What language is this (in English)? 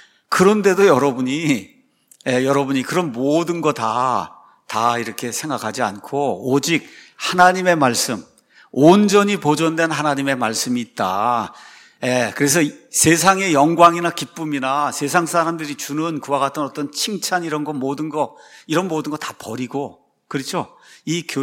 Korean